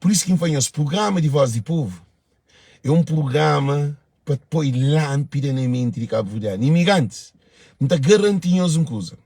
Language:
Kabuverdianu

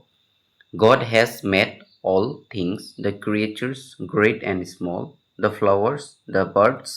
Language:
Assamese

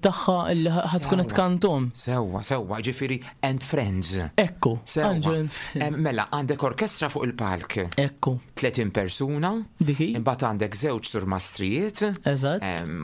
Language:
Maltese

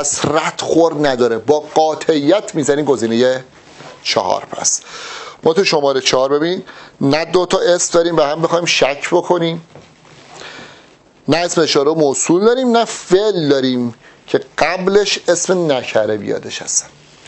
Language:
Persian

